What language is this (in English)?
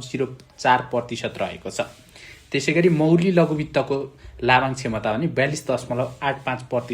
Nepali